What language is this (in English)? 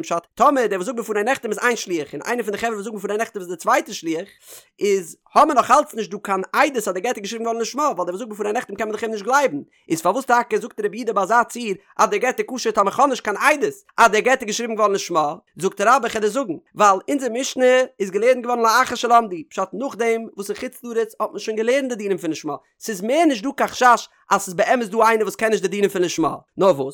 Yiddish